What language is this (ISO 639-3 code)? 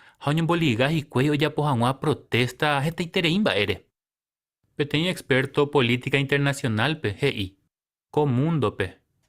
grn